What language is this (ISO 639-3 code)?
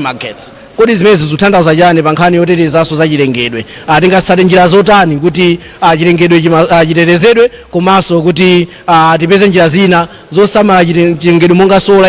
nya